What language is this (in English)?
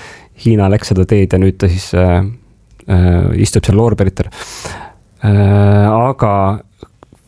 Estonian